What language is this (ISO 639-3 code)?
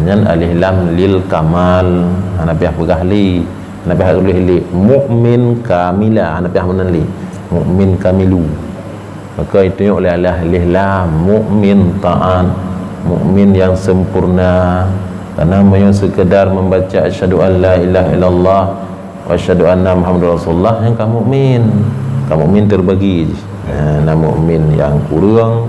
ace